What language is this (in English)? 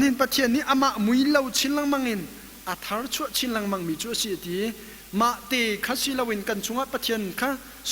Hakha Chin